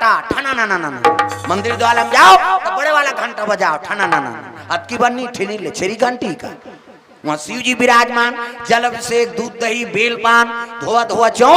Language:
Chhattisgarhi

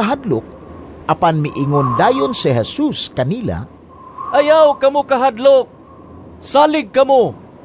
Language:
Cebuano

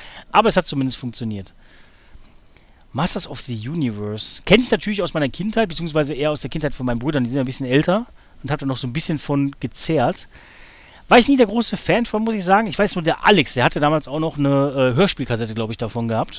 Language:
German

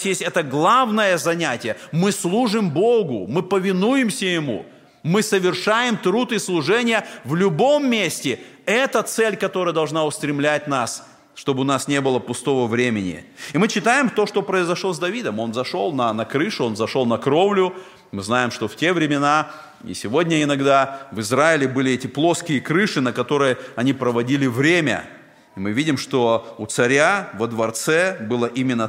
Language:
Russian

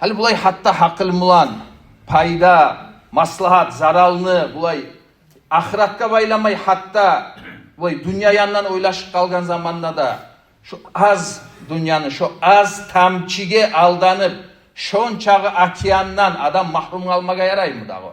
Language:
Kumyk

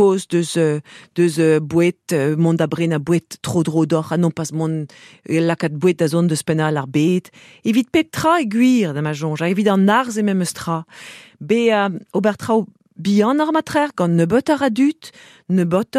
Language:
Breton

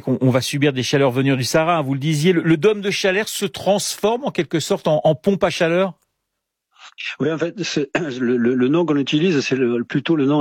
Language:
French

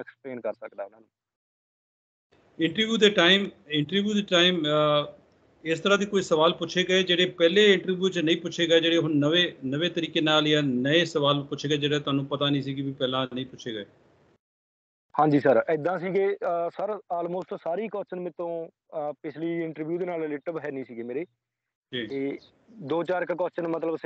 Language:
Punjabi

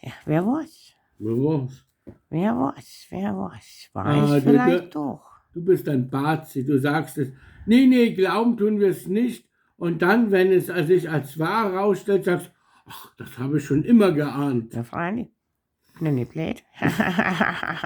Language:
Bavarian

